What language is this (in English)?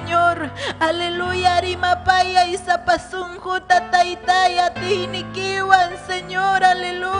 Ayacucho Quechua